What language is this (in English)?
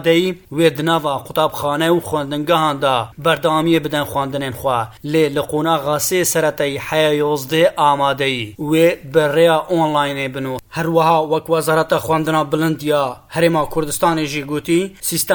Kurdish